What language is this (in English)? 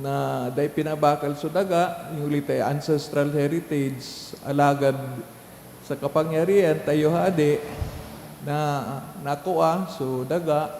Bikol